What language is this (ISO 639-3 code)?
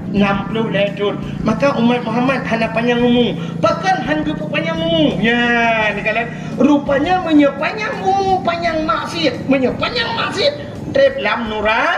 ace